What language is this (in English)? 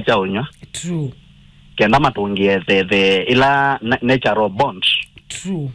Kamba